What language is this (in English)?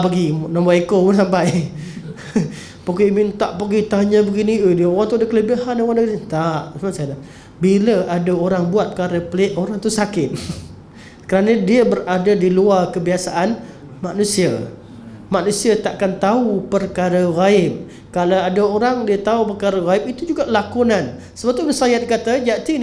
Malay